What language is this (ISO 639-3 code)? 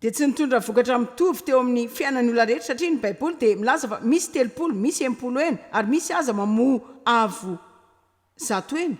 mlg